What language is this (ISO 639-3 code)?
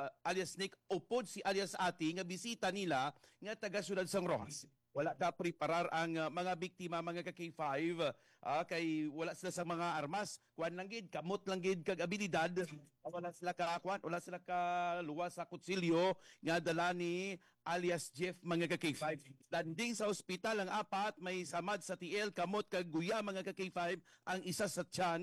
hil